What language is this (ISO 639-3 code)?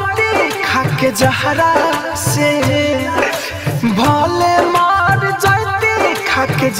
bho